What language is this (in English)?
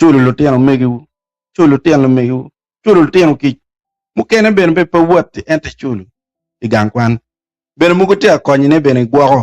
Acoli